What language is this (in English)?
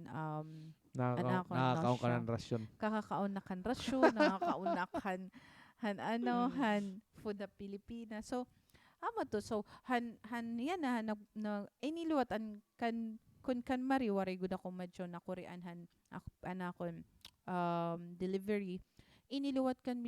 Waray